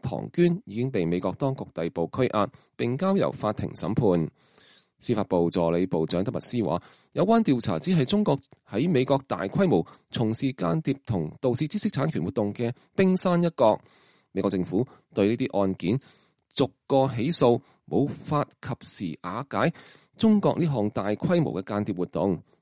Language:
Cantonese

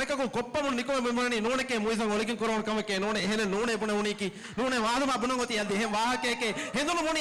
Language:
Divehi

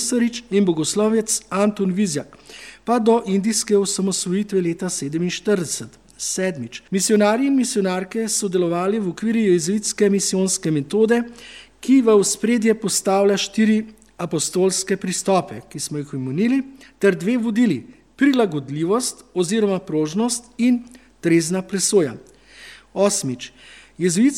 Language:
Slovenian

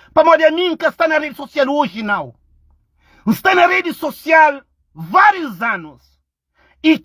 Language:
Kabuverdianu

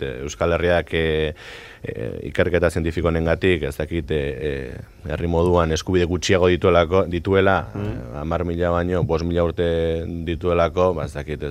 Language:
Basque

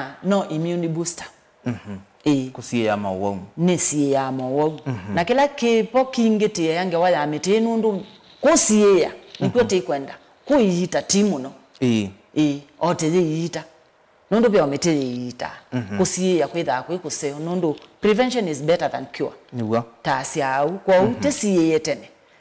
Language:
Kamba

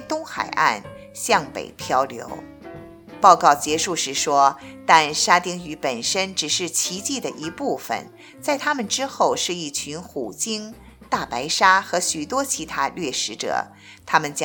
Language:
Chinese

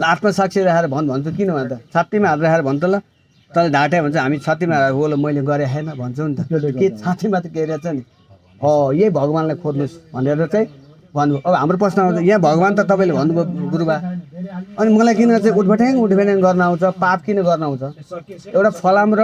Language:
Nepali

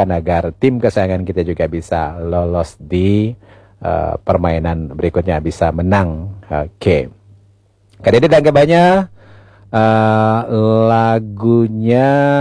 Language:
Indonesian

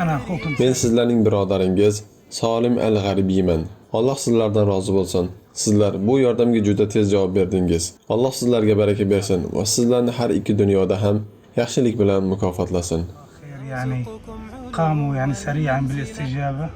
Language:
Uzbek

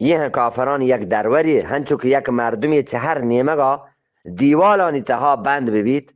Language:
Eastern Balochi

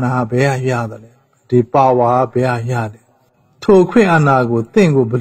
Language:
Burmese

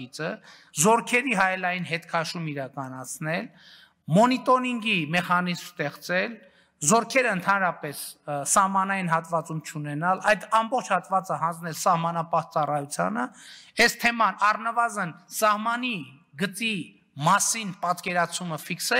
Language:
Armenian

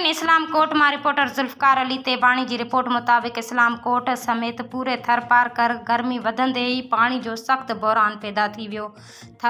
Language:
Sindhi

